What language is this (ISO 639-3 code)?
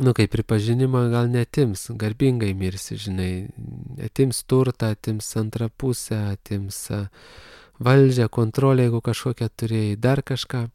lit